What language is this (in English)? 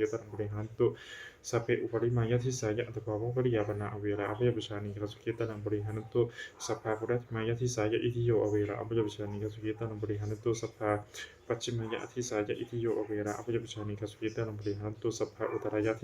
Pali